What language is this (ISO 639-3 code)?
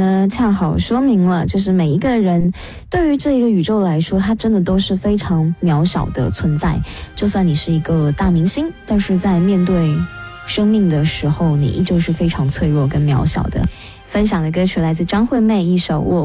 zho